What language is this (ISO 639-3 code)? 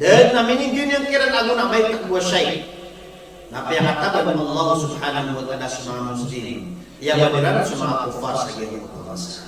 mrw